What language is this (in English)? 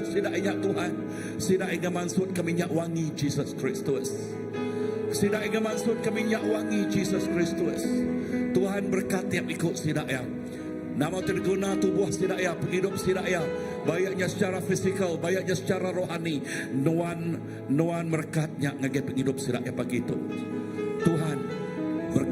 Iban